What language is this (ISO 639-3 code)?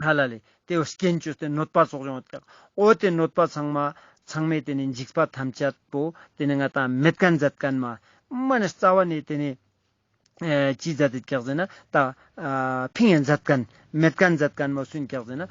lbj